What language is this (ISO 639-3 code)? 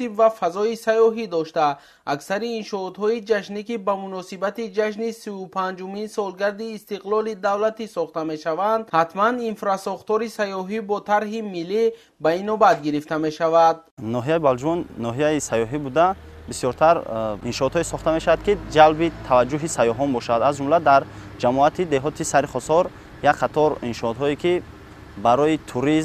tgk